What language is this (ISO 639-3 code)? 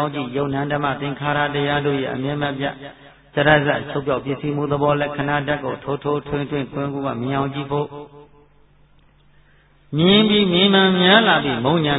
mya